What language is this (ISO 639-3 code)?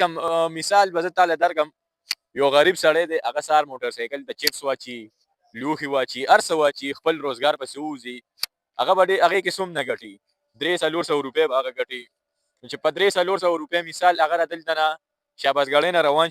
pus